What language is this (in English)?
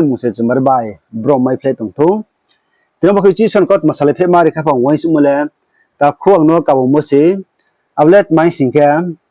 Riang (India)